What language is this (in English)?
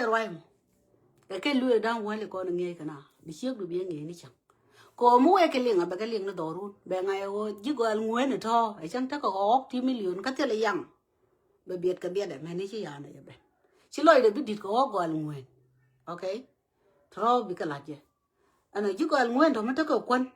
Nuer